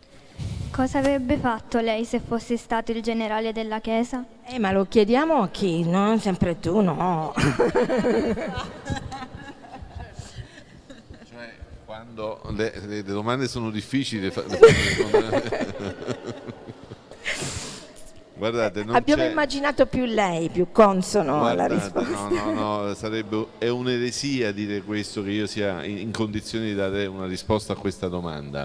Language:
Italian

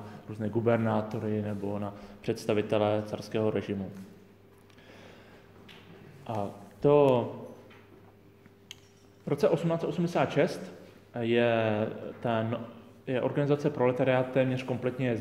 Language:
Czech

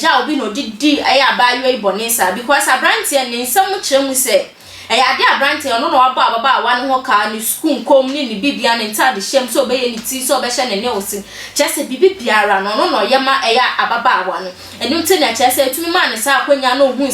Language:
Akan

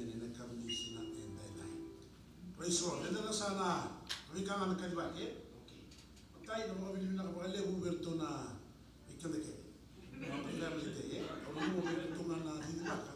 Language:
Fijian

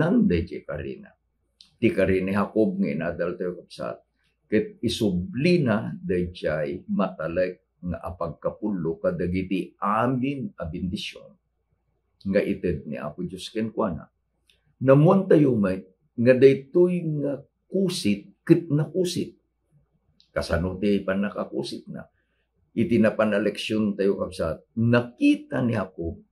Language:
Iloko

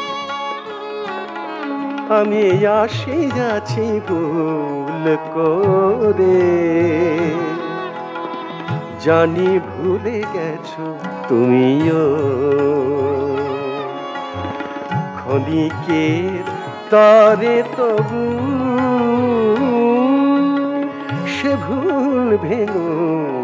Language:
Bangla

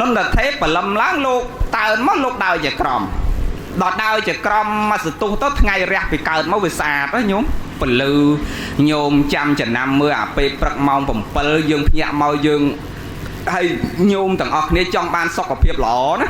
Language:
Khmer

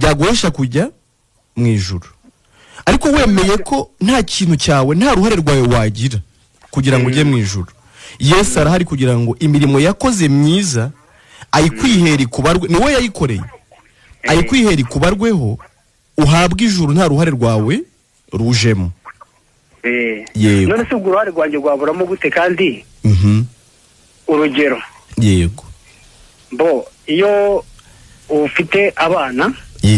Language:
Kinyarwanda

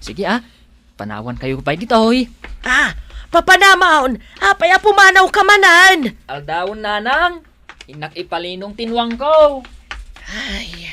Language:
Iloko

